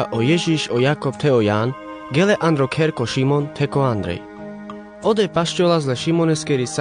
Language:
Carpathian Romani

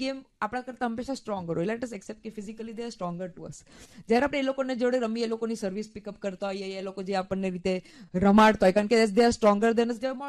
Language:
Gujarati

